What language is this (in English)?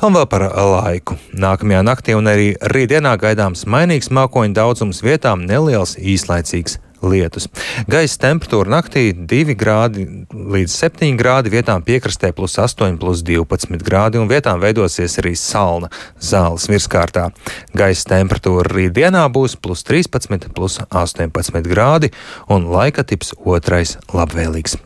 Latvian